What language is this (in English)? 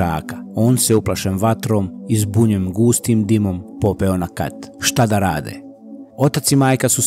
Croatian